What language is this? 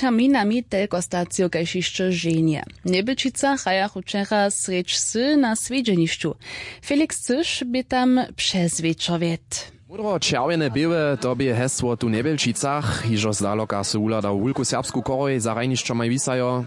Upper Sorbian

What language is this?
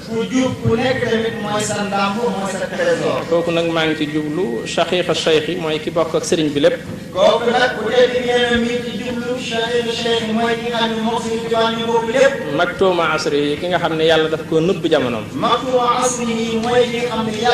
Wolof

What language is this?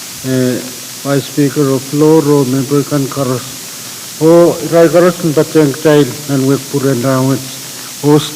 Pohnpeian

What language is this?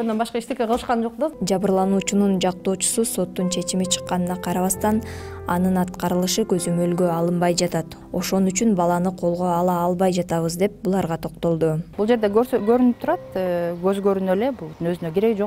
Kyrgyz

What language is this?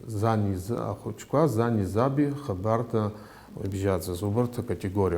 Abkhazian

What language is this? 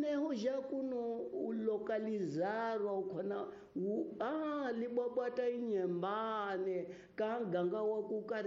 Tsonga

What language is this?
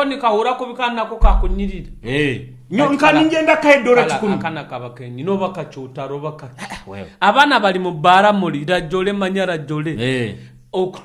Nyoro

